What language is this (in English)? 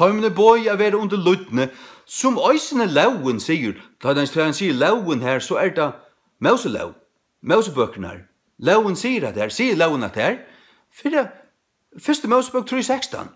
Faroese